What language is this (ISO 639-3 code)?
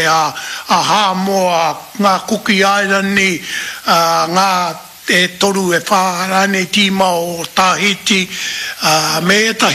mri